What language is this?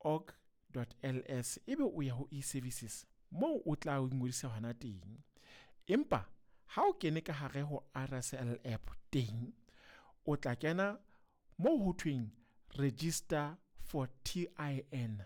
Southern Sotho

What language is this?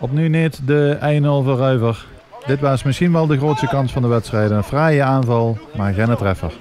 Limburgish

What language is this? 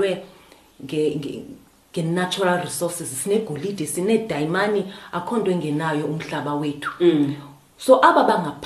Xhosa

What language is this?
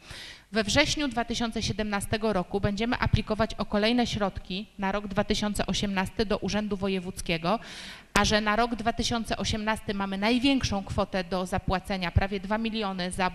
Polish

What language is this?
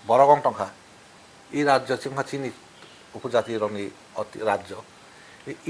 Kok Borok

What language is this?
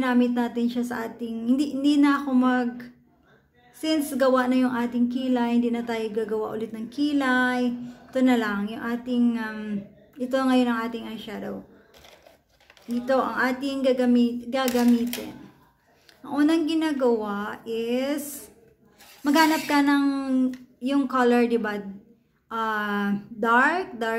Filipino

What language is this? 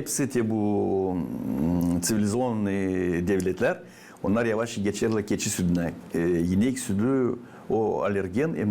Gagauz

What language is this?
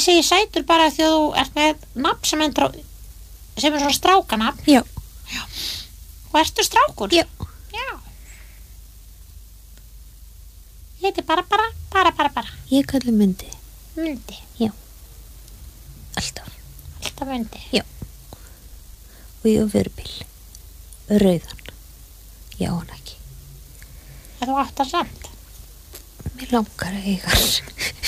Icelandic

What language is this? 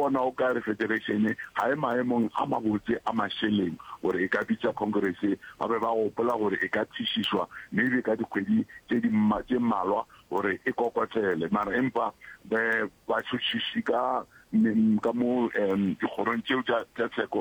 Northern Sotho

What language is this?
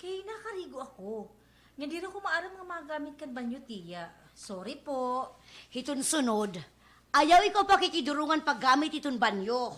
Waray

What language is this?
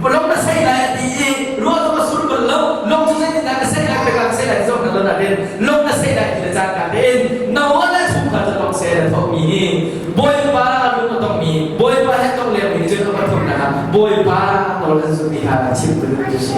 Hakha Chin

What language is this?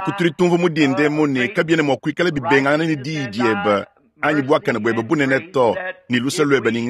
Luba-Lulua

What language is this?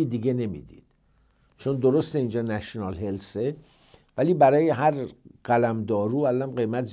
Persian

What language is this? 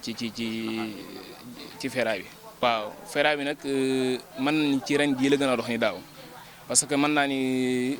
Wolof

